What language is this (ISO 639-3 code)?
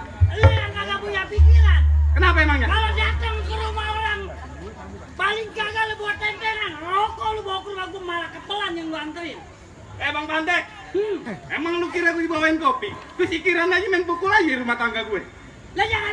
bew